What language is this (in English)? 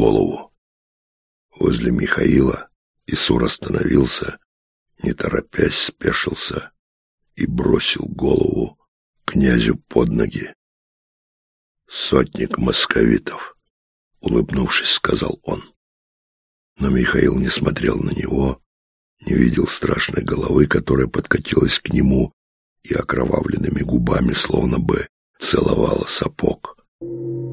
Russian